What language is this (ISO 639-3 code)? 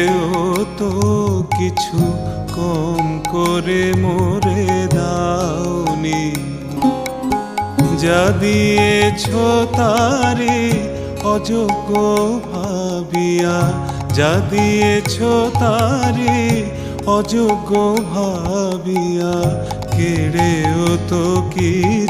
ben